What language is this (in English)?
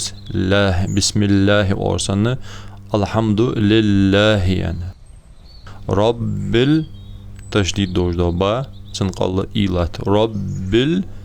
Ingush